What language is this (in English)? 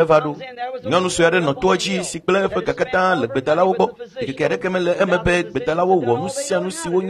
Ewe